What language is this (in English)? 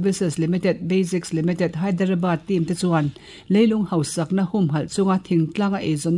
Mizo